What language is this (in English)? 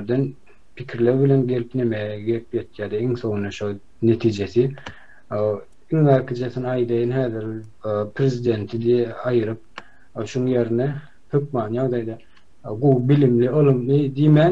Turkmen